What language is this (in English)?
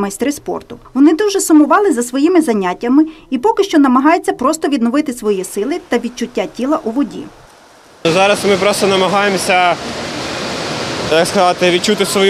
Ukrainian